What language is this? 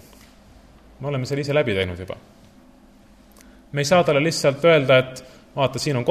Estonian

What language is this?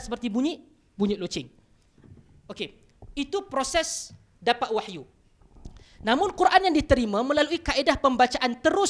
Malay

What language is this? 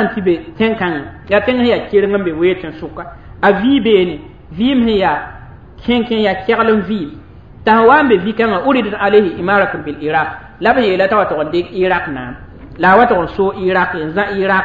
Mossi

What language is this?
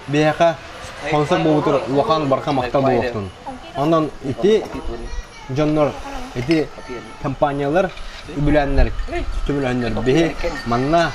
Yakut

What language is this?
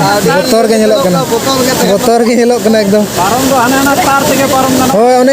Santali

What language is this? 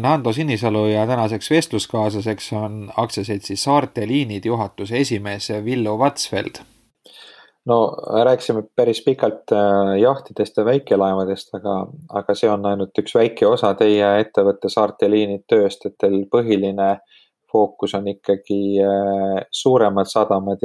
Estonian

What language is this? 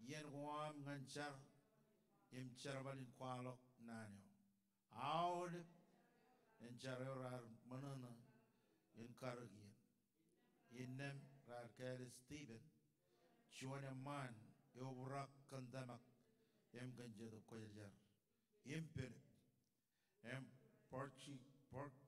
Marshallese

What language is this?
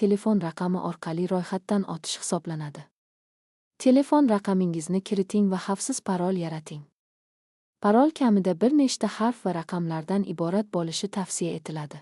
Uzbek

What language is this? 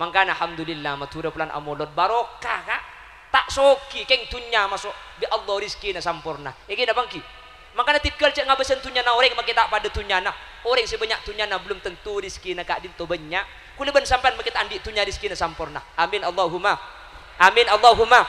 Madurese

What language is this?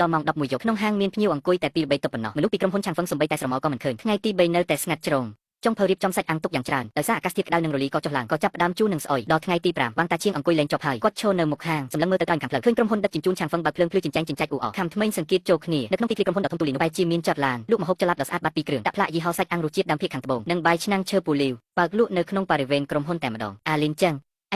Khmer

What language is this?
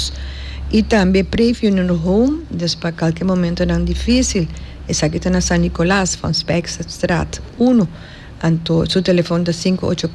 Papiamento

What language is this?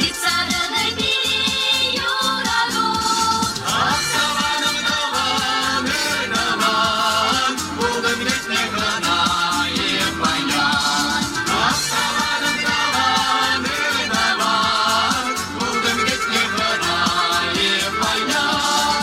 Chuvash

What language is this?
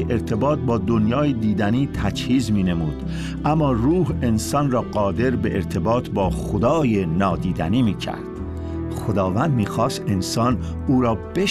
Persian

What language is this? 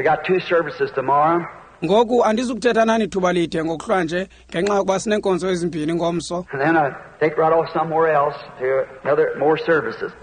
Xhosa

